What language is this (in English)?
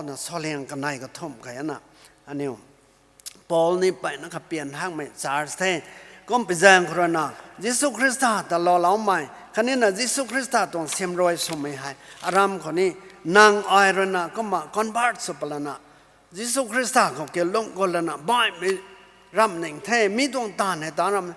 Rongmei Naga